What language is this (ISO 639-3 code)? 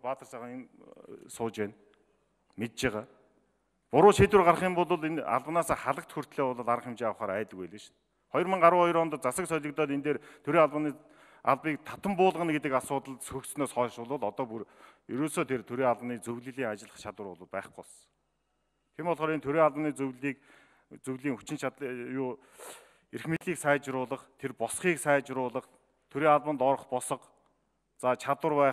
mon